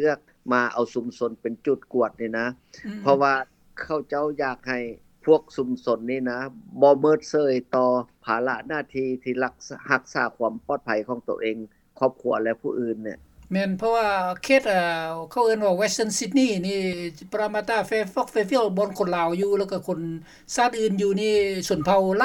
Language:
Lao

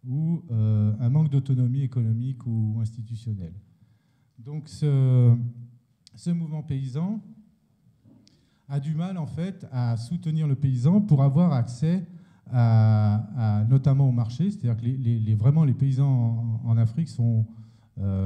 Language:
French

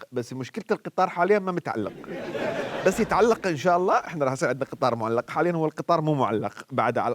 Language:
Mesopotamian Arabic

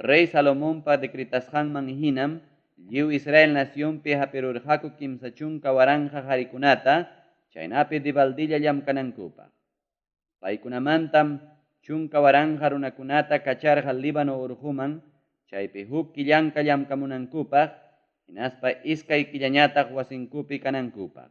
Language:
Ayacucho Quechua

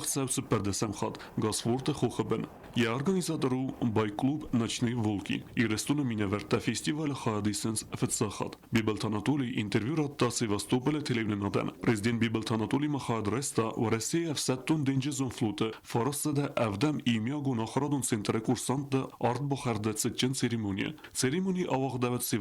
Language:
Ossetic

